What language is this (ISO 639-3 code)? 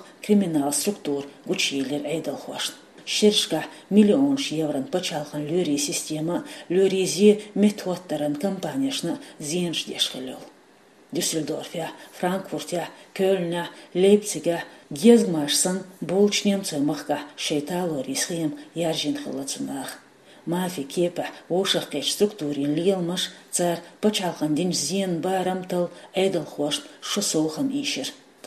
che